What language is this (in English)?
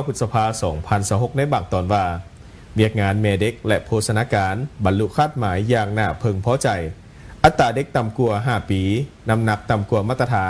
Lao